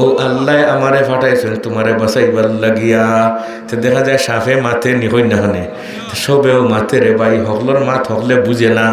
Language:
Sylheti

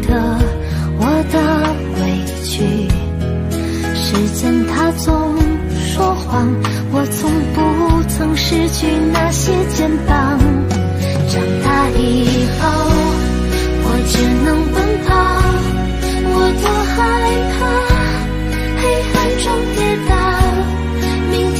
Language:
Chinese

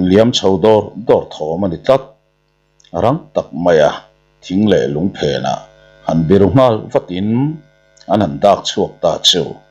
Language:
Mizo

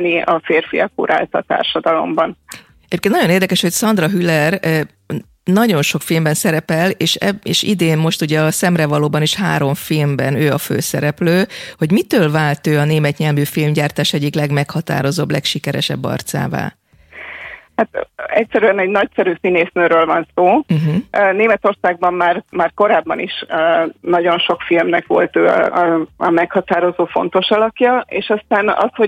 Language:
Hungarian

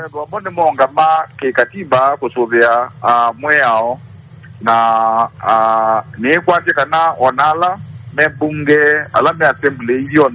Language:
Kamba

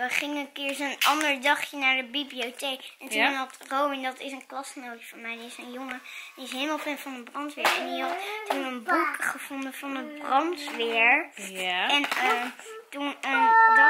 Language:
Dutch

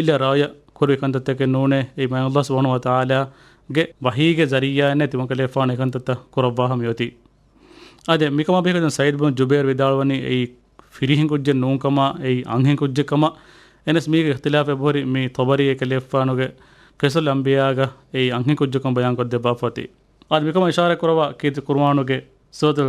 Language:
Divehi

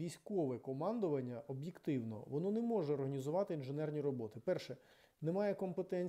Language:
Ukrainian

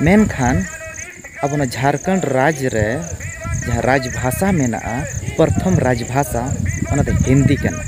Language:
Santali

